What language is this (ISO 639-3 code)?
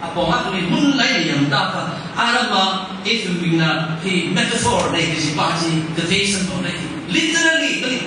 nmf